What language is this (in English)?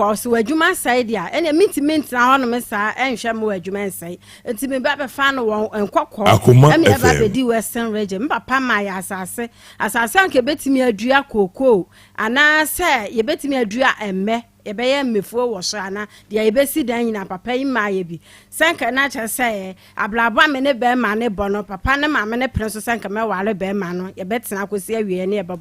Akan